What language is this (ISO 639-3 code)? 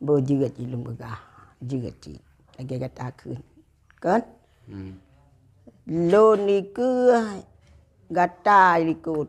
ace